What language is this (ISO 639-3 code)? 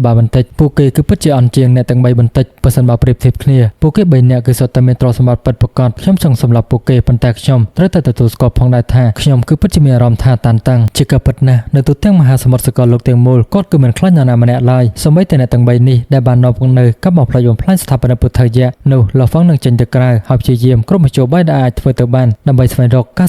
khm